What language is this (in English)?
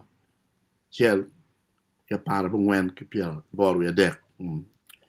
Acoli